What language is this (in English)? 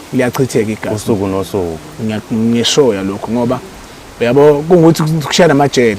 Zulu